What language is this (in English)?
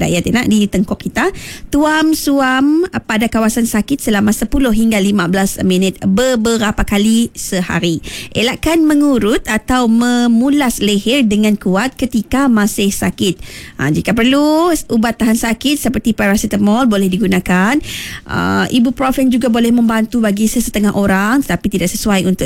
Iban